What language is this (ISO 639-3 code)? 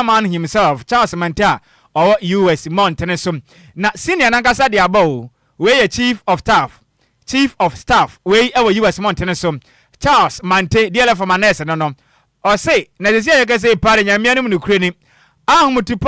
aka